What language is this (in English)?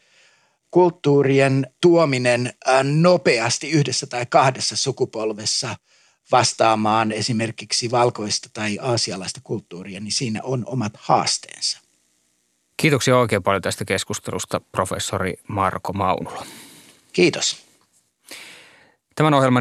Finnish